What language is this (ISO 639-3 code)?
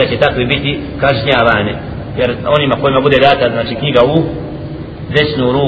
bos